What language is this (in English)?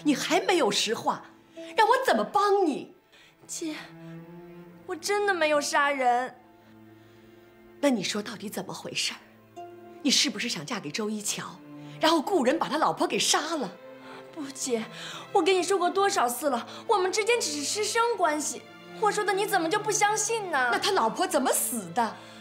Chinese